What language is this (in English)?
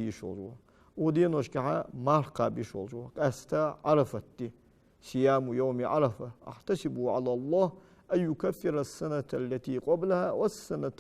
Ingush